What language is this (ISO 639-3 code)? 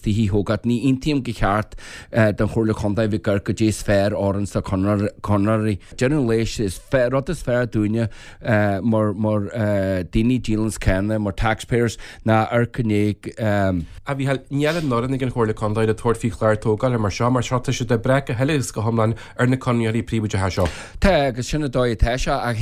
gle